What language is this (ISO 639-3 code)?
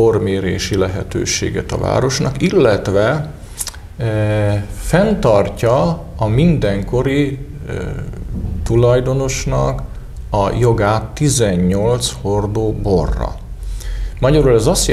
hun